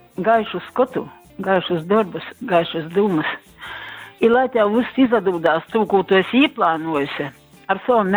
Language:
Latgalian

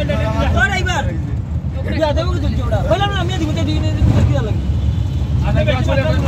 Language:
Sylheti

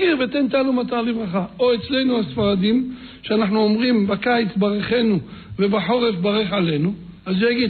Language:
Hebrew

